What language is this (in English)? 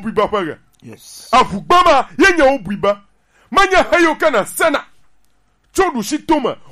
Gen